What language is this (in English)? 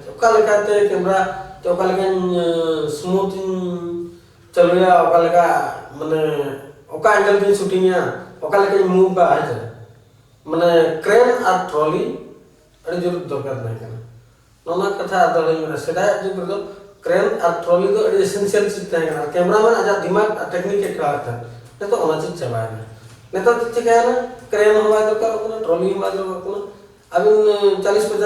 Santali